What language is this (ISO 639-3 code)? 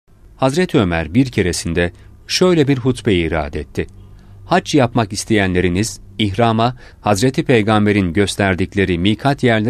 tur